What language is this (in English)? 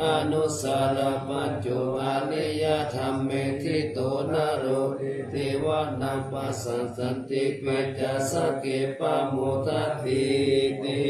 Pali